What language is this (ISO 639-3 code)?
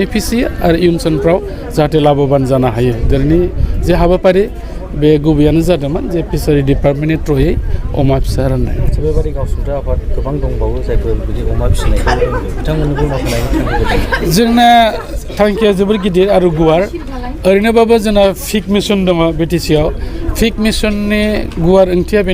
brx